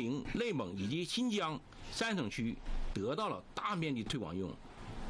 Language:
Chinese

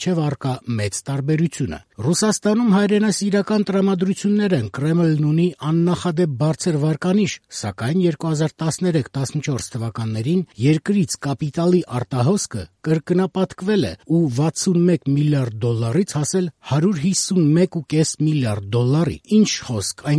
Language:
Armenian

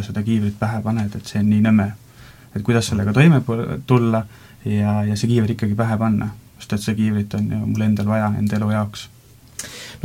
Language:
Estonian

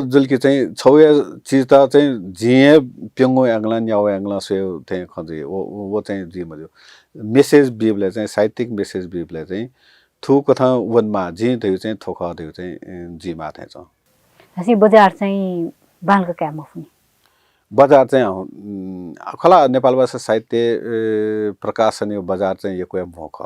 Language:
Newari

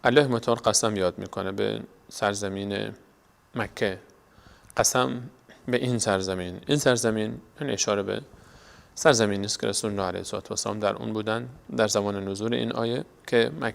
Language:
Persian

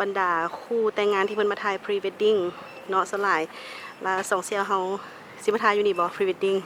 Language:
Lao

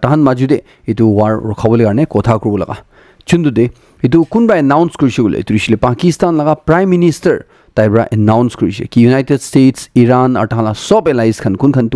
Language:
Naga Pidgin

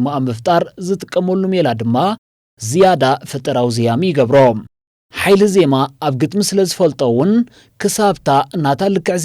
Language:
Tigrinya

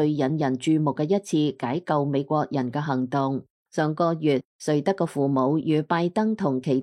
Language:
Cantonese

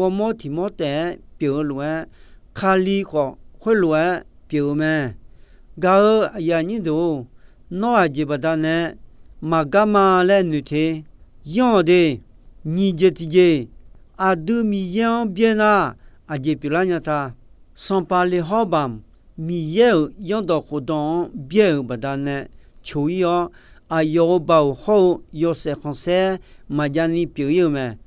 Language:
Akha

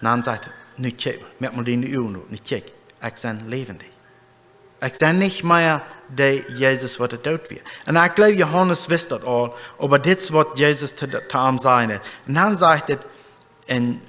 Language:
Plautdietsch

